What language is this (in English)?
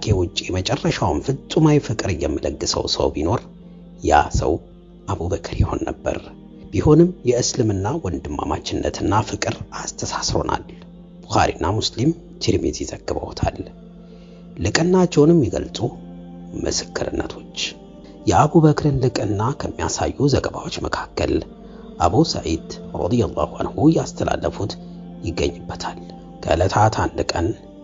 Amharic